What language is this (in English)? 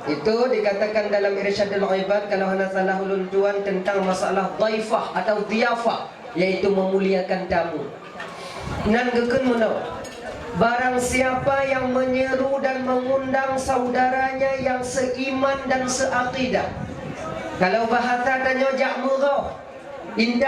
Achinese